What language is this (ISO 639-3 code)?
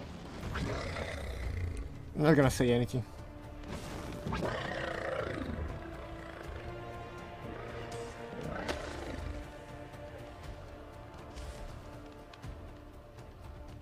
eng